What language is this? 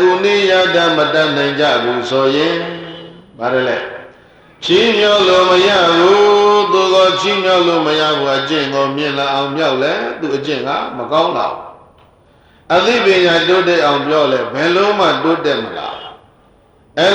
Burmese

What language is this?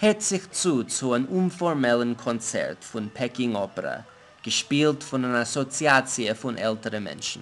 Yiddish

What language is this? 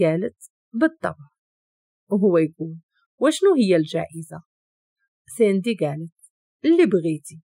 Moroccan Arabic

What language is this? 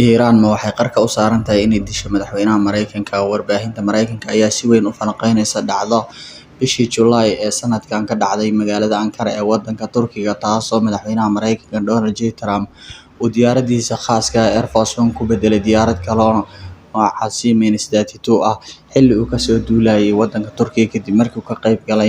Somali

